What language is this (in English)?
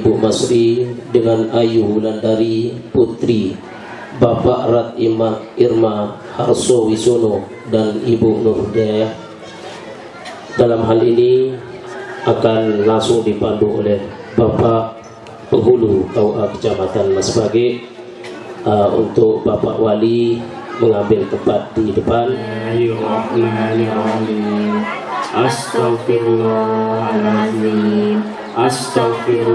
Indonesian